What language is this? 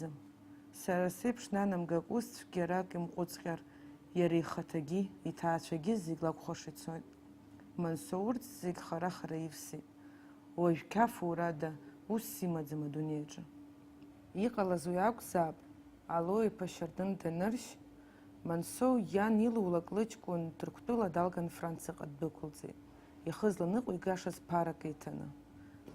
Abkhazian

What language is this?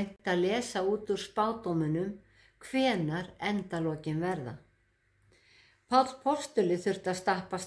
Icelandic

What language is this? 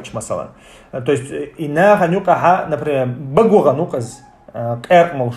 Chechen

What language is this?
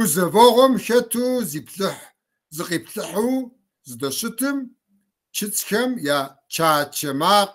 Kabardian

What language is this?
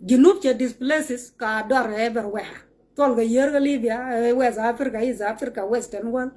Nuer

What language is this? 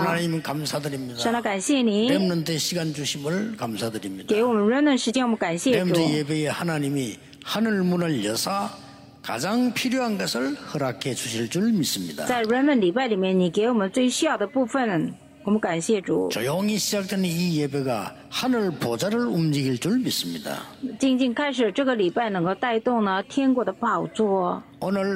Korean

